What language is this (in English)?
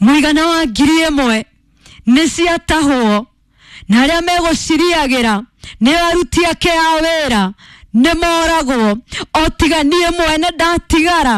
Kikuyu